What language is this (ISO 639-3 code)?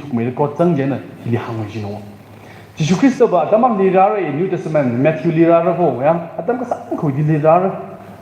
nmf